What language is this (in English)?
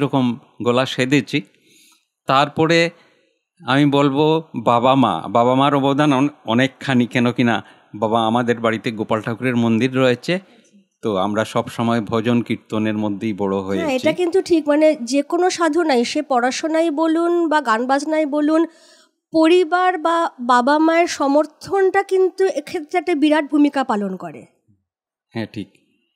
Bangla